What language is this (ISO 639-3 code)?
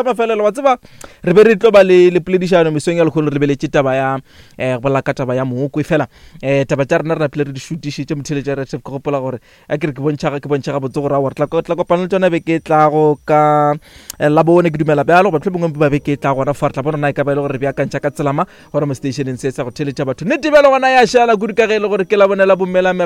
nso